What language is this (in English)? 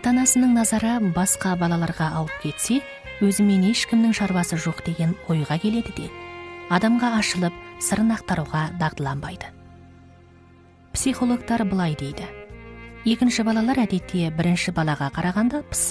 Kazakh